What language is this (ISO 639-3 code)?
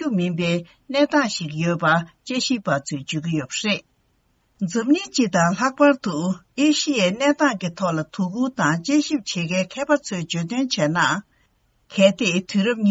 bod